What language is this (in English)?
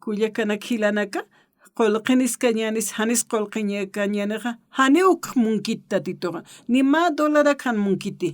Aymara